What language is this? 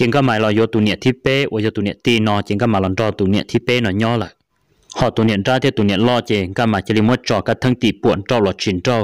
Hmong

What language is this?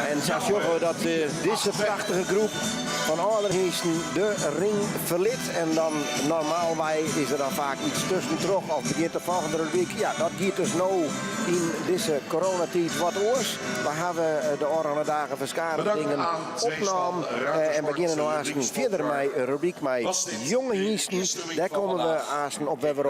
Western Frisian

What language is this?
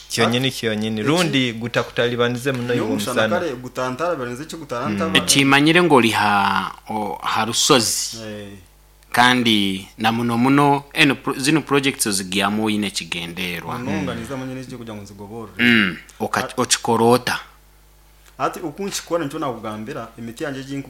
Nyoro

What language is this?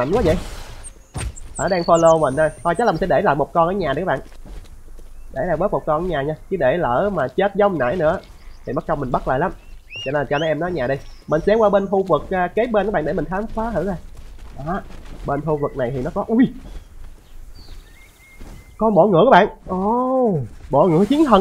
Vietnamese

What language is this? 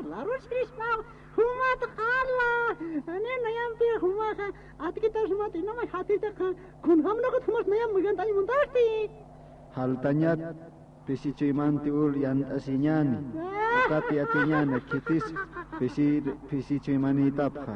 Aymara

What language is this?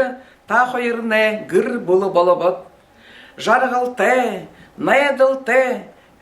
Buriat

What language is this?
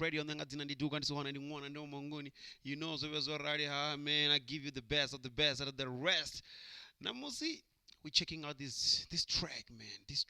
Venda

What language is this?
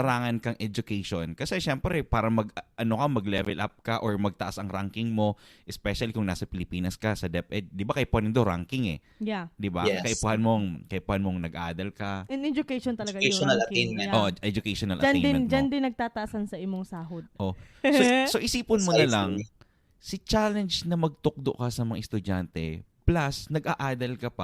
Bikol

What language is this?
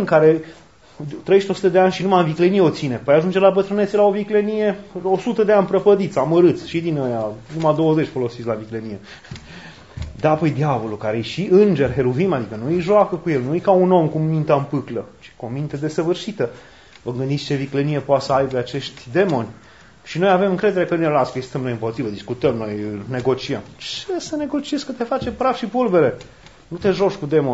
Romanian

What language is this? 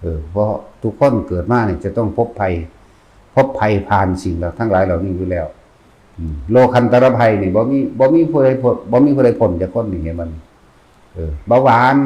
Northeastern Thai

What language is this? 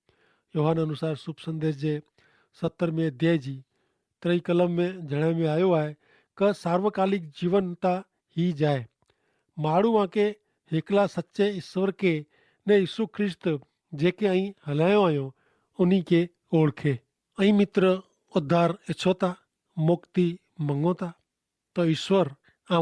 Kachhi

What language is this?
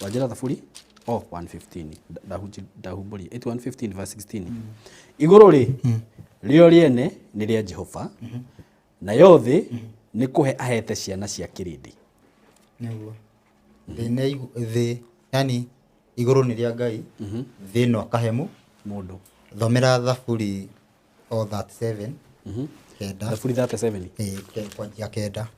Kikuyu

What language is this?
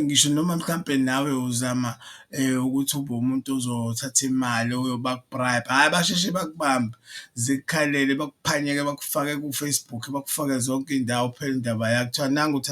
Zulu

